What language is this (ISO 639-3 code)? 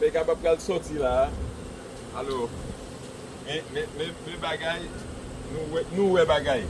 hat